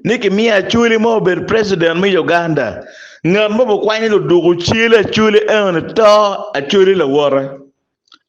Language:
Acoli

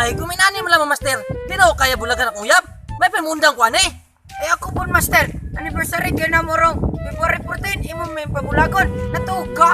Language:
Cebuano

